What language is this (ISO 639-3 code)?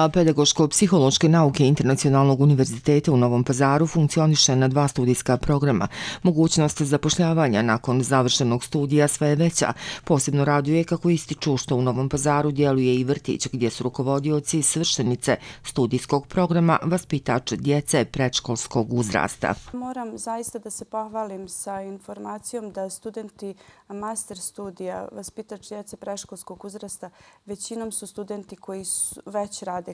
hrv